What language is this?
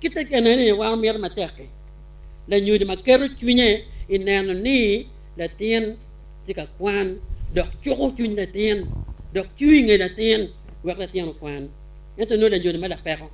Acoli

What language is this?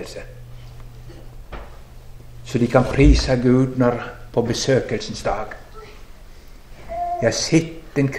Norwegian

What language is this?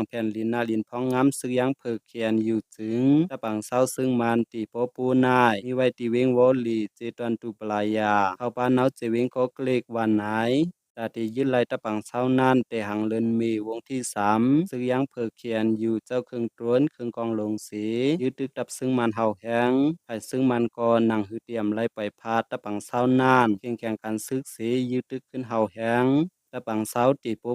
Shan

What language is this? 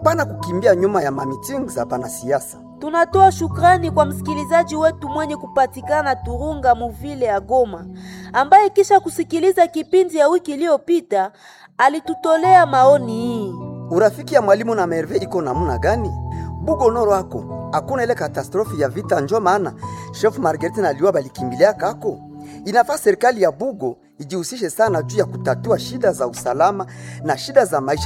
Swahili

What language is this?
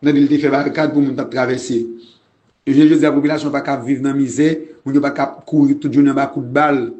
Haitian Creole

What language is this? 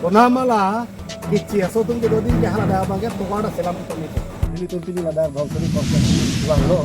Karbi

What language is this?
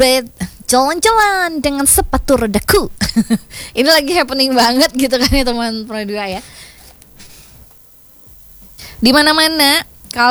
Indonesian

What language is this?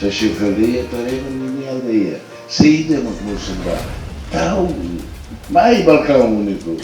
Tetum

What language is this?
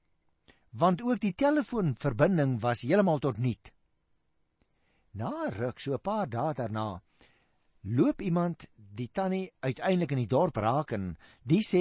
Afrikaans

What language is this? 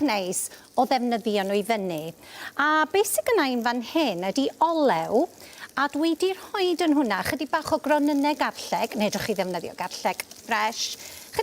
Welsh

